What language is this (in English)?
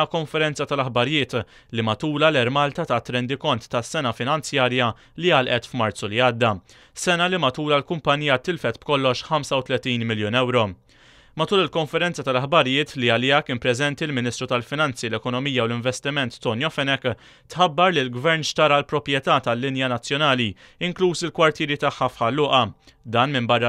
Maltese